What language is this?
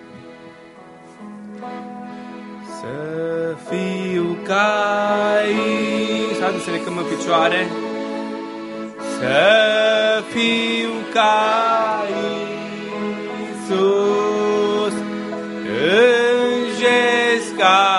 Romanian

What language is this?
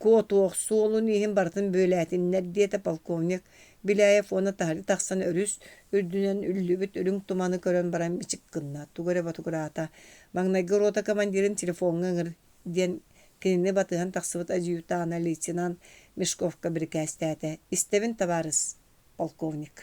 Yakut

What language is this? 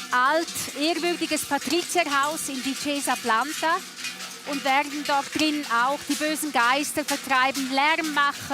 Romansh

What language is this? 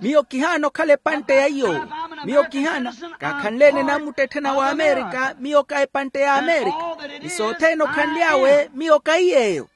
Makhuwa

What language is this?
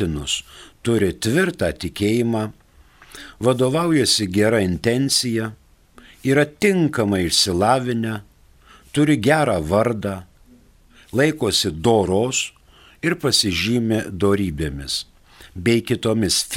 Lithuanian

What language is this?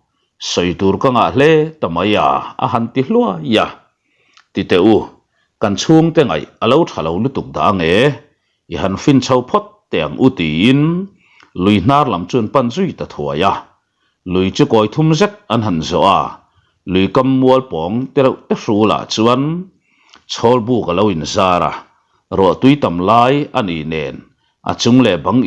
Mizo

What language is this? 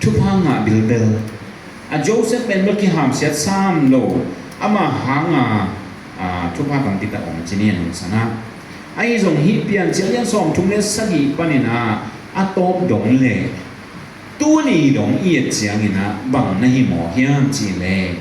Tedim Chin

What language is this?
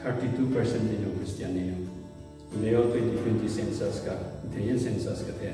Southern Rengma Naga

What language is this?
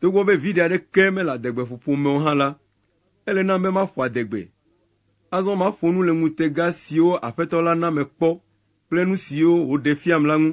Ewe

